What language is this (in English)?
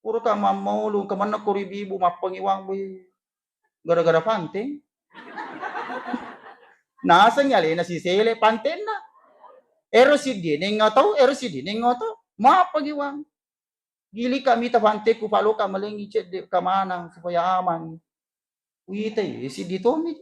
Buginese